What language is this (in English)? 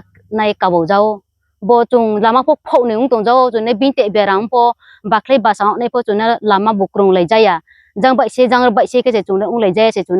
Riang (India)